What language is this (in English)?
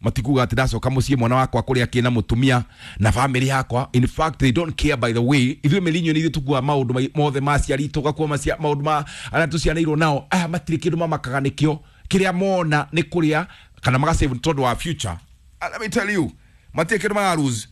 Kikuyu